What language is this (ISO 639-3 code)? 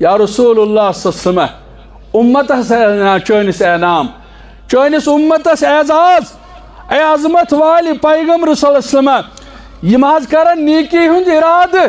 kas